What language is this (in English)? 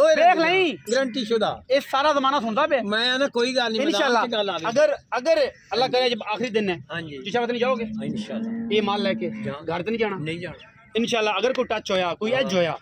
Punjabi